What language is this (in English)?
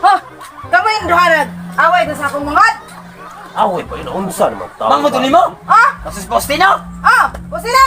Cebuano